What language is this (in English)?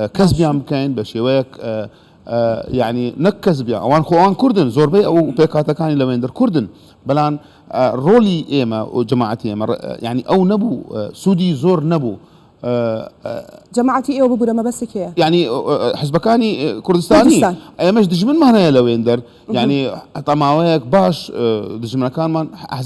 Central Kurdish